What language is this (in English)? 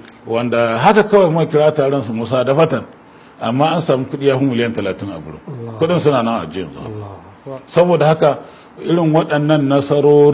Hausa